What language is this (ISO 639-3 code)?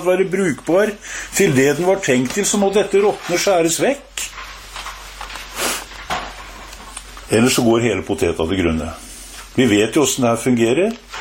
nor